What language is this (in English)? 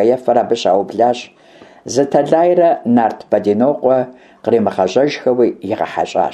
Kabardian